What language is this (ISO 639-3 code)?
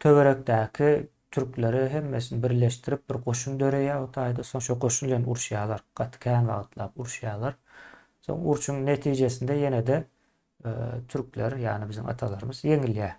tuk